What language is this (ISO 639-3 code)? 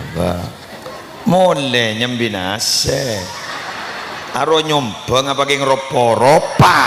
mad